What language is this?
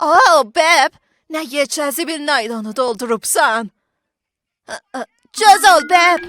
South Azerbaijani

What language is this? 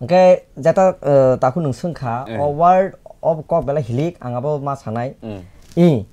Kok Borok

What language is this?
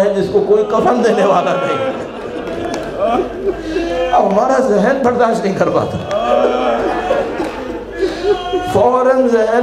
Urdu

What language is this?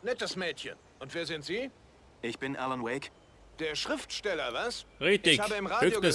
Bavarian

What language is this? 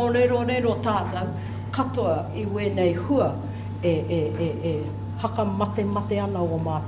Māori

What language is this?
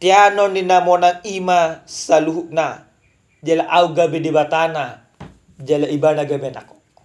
Batak Toba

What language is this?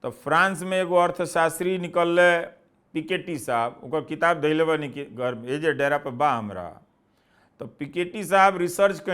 Bhojpuri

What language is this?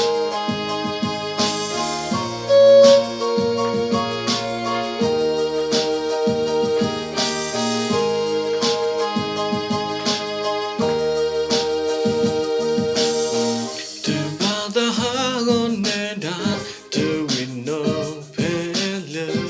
S'gaw Karen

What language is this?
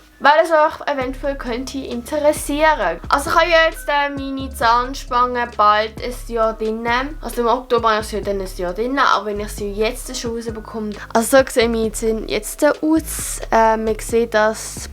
Swiss German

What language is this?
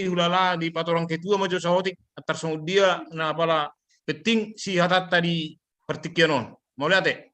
Batak Toba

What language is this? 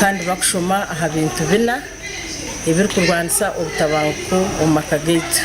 Nyankole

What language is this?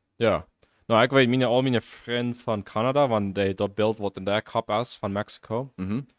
Plautdietsch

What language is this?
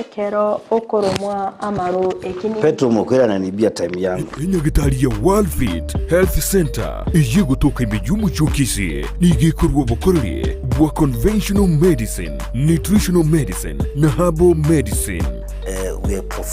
Gusii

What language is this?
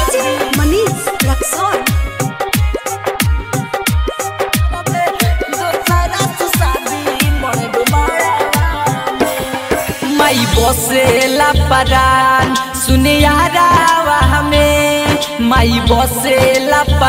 Bhojpuri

